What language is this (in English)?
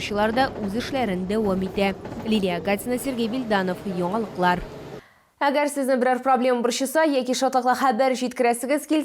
Tatar